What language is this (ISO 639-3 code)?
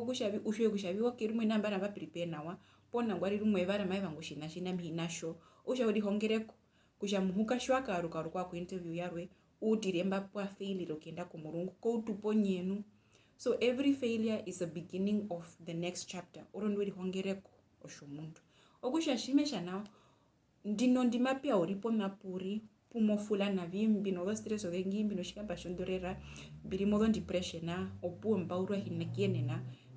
her